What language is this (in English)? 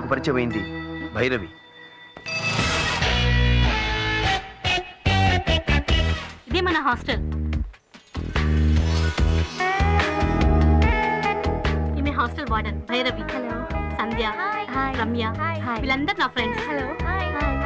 Telugu